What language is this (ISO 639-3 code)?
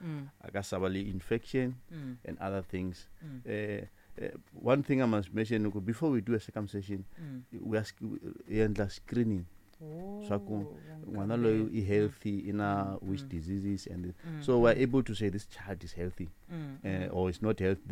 tso